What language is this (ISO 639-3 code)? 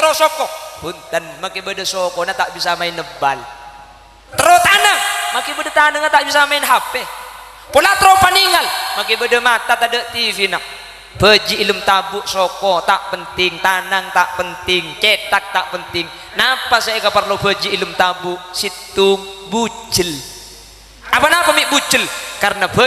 mad